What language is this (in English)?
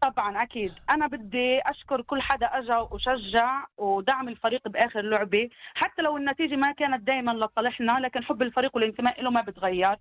North Levantine Arabic